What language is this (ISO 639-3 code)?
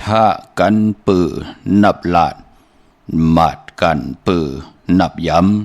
shn